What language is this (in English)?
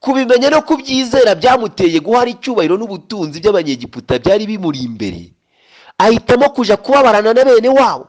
Kinyarwanda